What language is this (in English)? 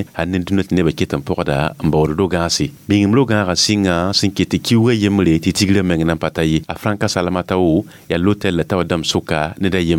Mossi